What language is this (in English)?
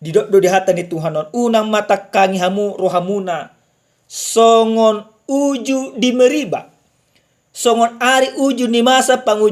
Batak Toba